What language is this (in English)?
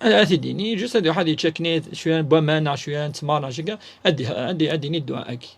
Kabyle